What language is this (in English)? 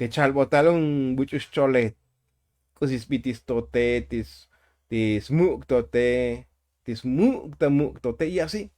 Tzotzil